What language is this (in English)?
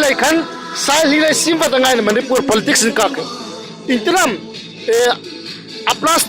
Hmar